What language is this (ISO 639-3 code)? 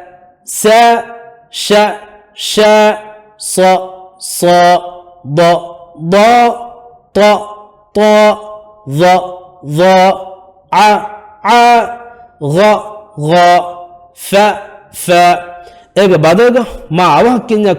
div